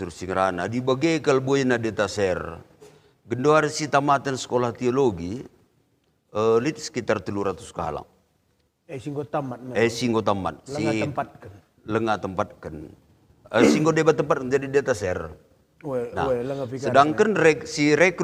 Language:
Batak Karo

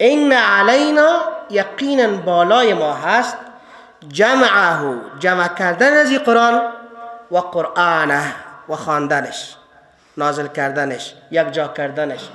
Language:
Persian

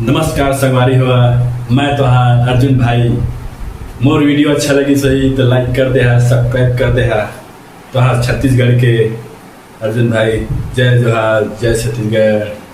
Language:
Chhattisgarhi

